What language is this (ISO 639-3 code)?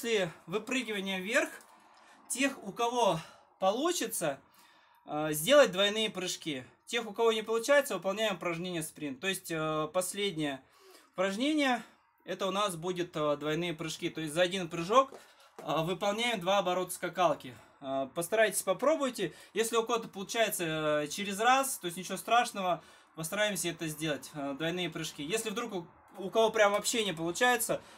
rus